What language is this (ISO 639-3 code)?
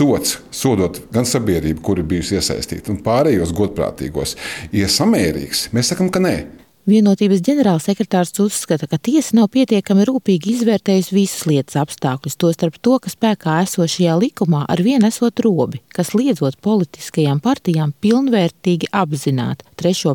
lav